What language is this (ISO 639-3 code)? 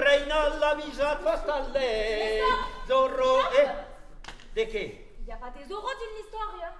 oci